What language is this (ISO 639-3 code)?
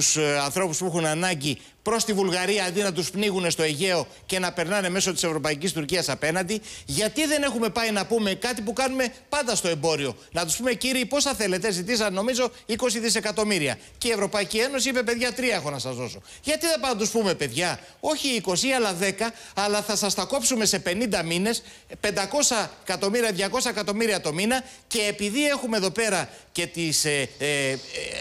ell